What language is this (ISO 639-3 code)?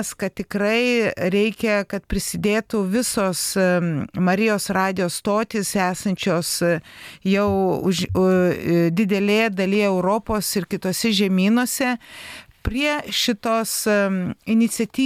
lit